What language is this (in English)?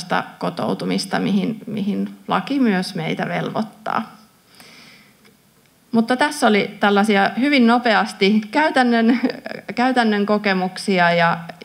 Finnish